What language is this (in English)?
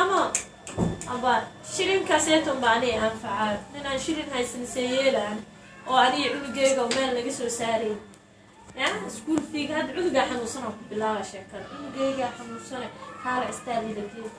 Somali